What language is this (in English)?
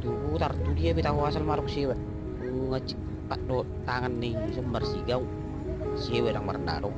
Batak Toba